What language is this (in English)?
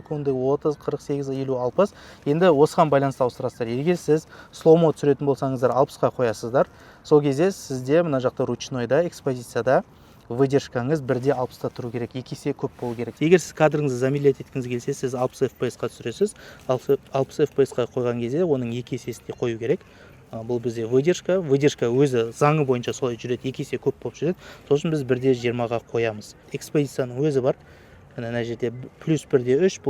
Kazakh